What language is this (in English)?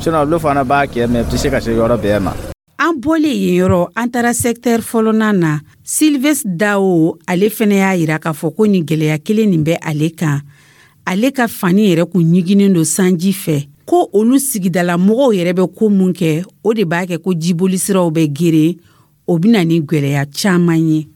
Dyula